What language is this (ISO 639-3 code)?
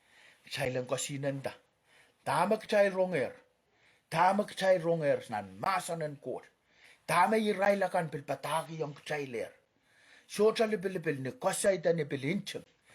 pon